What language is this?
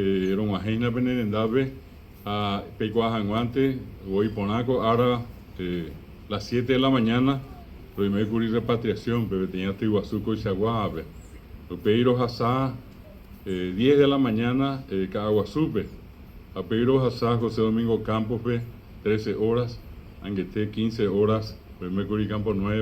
Guarani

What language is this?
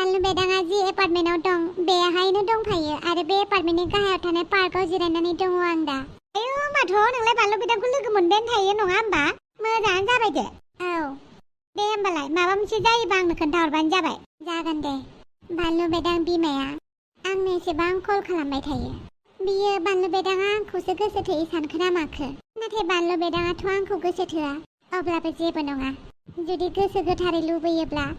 Bodo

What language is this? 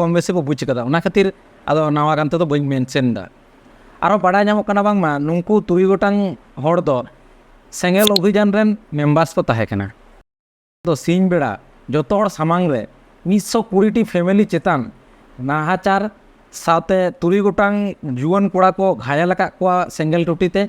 Santali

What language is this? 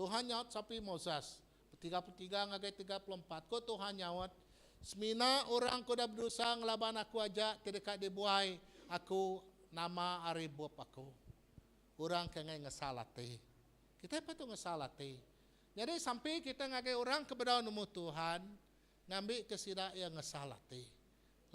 Iban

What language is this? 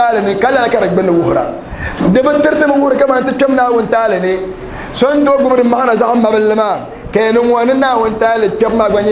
Dagbani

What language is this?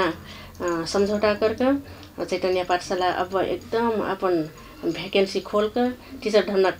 Nepali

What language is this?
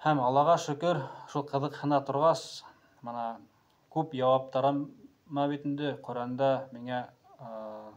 Bashkir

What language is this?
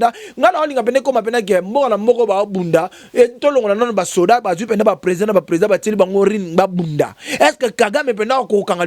Lingala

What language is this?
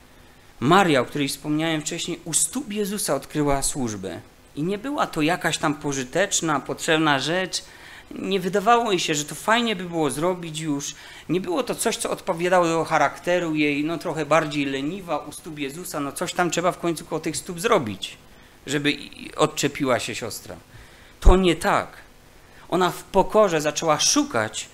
Polish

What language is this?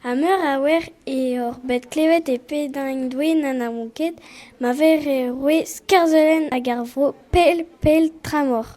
Breton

